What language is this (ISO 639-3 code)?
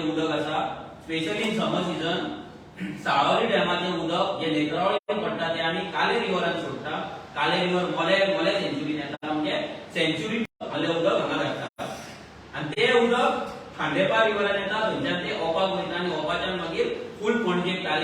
kok